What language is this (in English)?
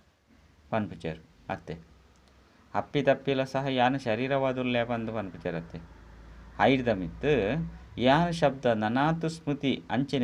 Tulu